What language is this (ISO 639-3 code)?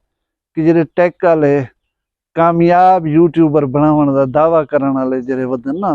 skr